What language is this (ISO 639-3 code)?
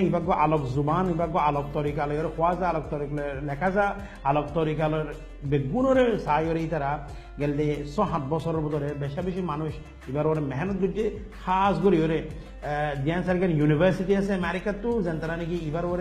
rhg